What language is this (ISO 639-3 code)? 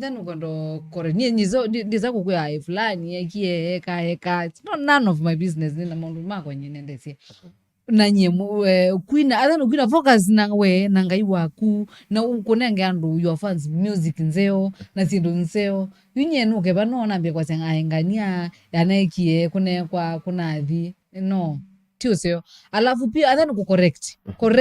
kam